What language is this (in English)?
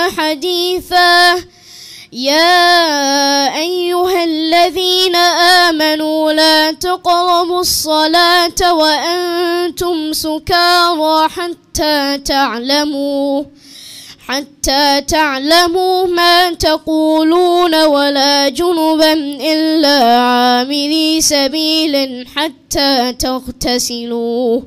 Arabic